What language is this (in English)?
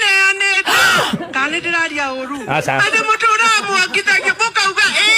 Kikuyu